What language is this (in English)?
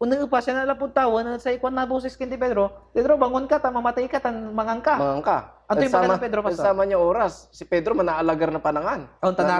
Pangasinan